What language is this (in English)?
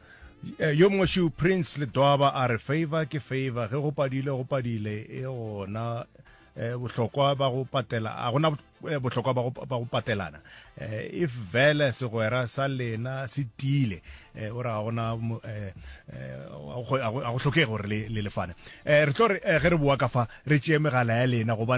Northern Sotho